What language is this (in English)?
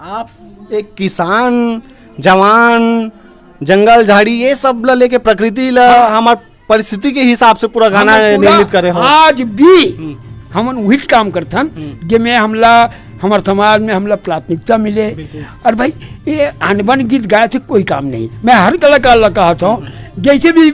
Chhattisgarhi